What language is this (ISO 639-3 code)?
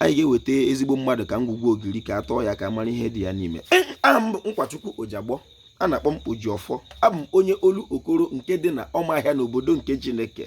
ibo